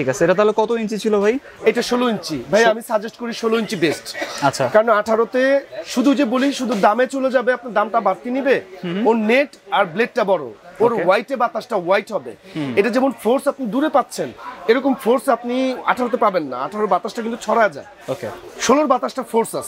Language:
Bangla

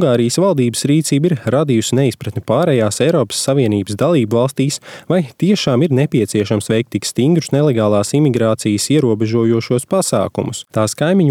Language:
Latvian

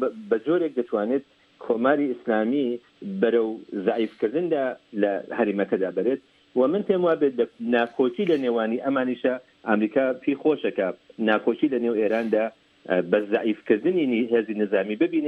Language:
Central Kurdish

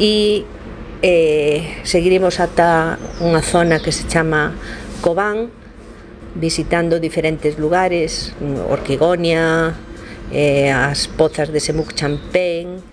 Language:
Galician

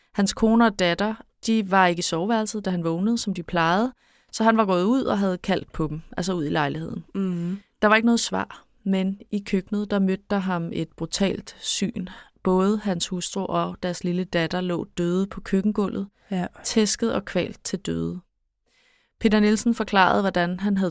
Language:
Danish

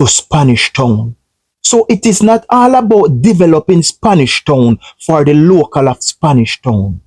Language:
Jamaican Creole English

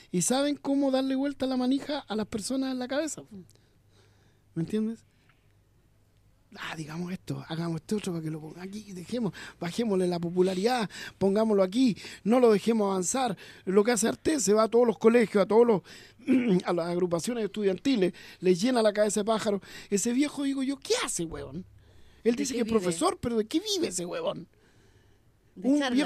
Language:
Spanish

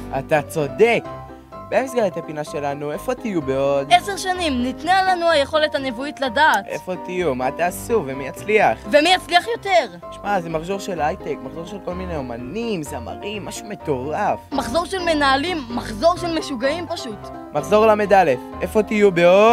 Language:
Hebrew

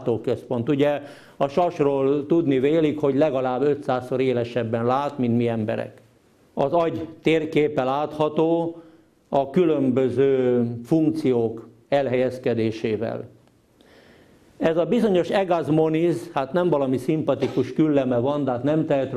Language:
Hungarian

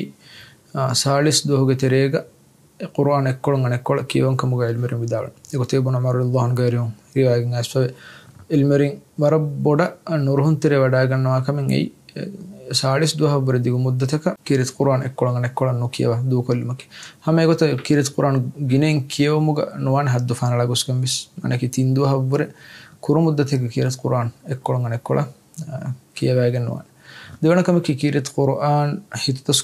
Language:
Divehi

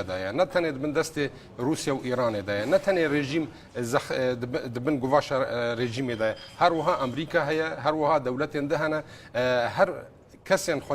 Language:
Kurdish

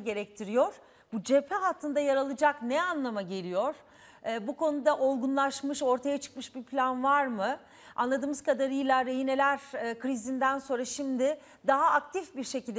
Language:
Turkish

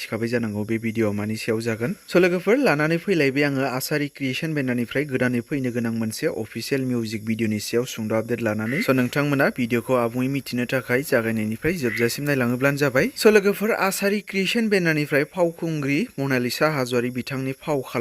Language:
Bodo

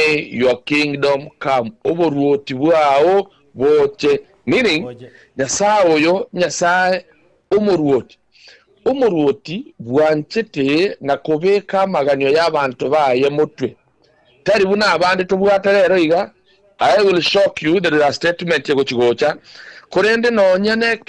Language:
Gusii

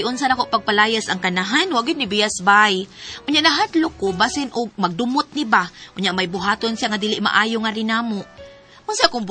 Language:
Cebuano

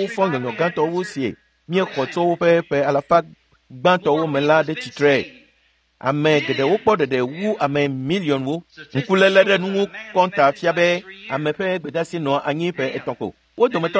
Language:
Ewe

